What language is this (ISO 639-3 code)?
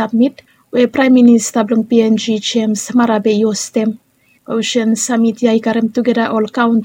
bis